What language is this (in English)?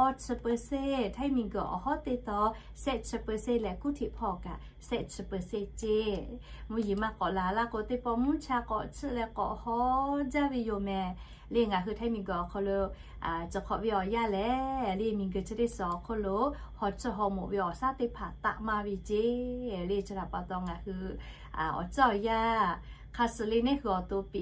Lahu